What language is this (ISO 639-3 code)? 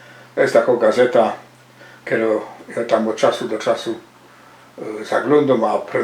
szl